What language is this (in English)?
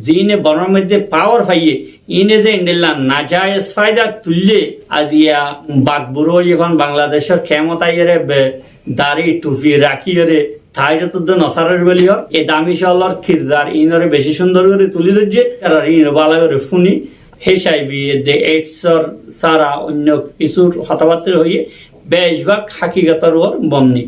Rohingya